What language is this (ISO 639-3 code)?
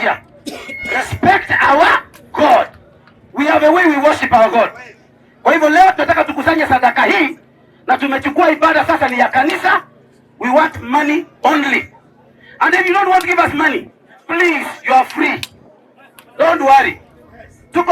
guz